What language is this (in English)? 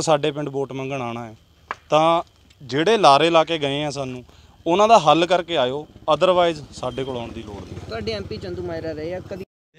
Punjabi